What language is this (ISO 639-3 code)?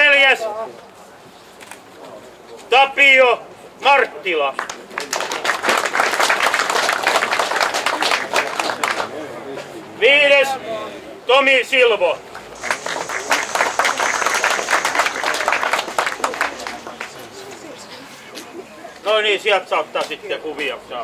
fin